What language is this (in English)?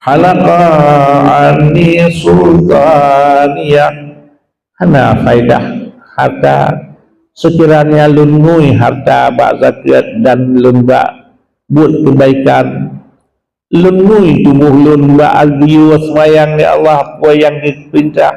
Achinese